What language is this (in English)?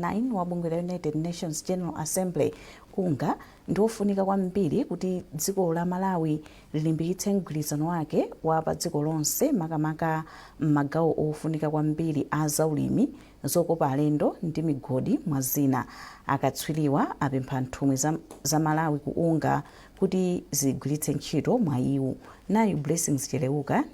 Nyanja